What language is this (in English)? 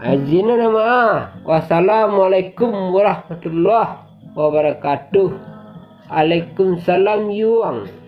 Minangkabau